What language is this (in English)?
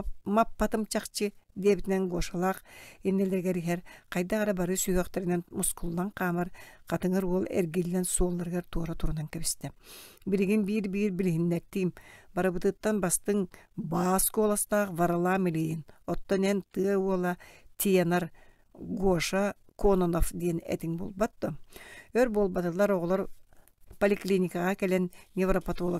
Yakut